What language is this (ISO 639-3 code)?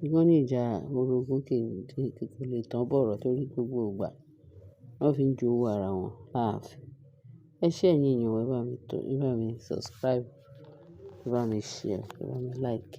yor